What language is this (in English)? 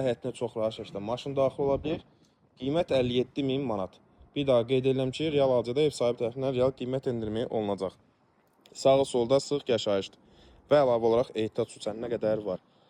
Azerbaijani